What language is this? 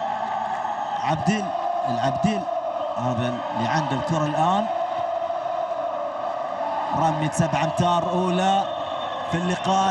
Arabic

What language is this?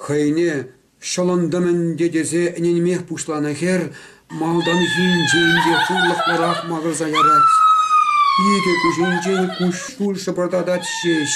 Chuvash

